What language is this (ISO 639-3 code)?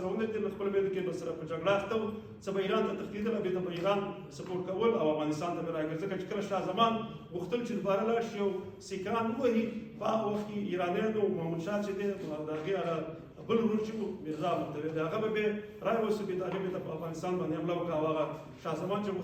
pus